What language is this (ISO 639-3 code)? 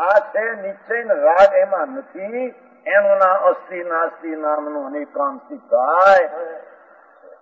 guj